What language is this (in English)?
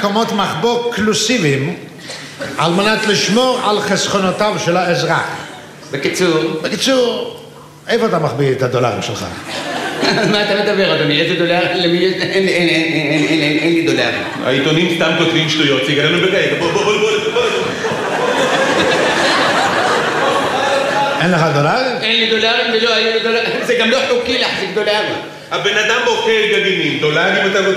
Hebrew